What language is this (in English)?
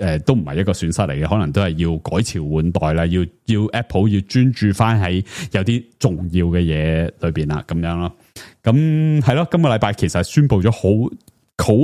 Cantonese